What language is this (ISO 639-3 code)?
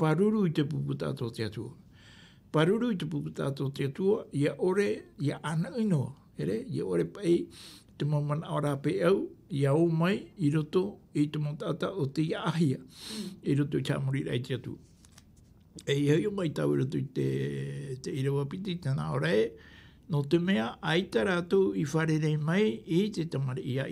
tah